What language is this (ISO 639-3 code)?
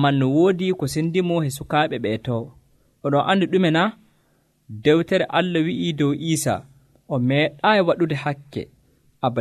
fuv